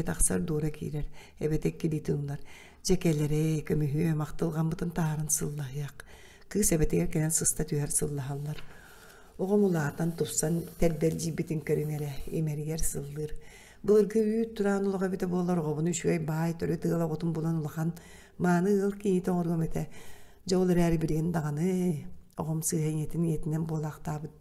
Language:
Yakut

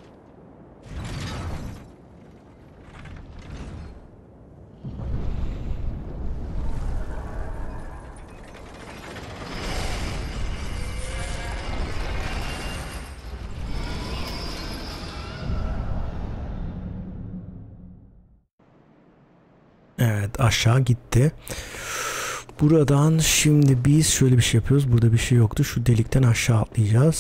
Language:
Turkish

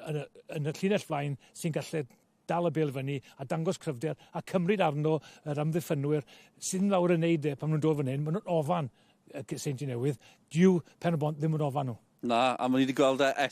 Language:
Welsh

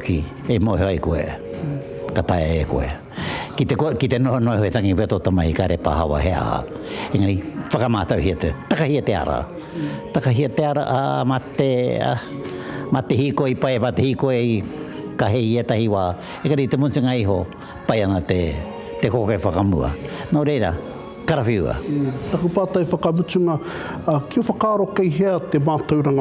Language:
Māori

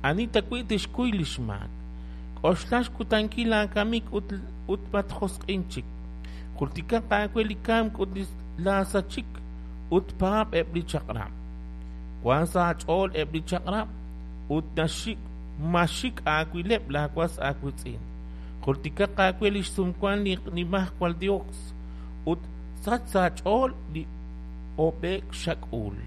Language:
Kekchí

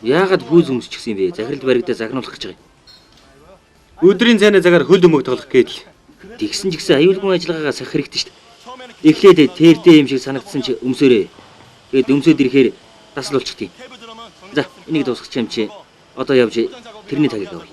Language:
Mongolian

